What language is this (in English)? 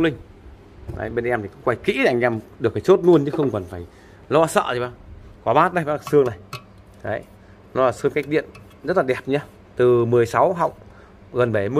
Vietnamese